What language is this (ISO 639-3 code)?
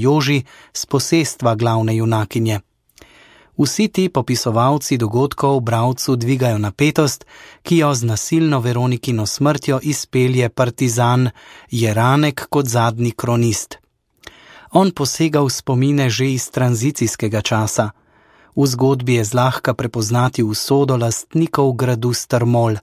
slv